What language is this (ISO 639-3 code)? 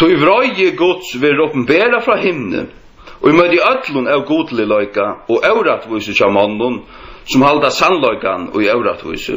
fao